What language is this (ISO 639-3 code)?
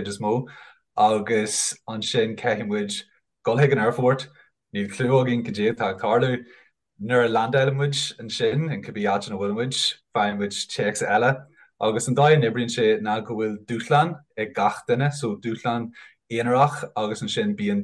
gle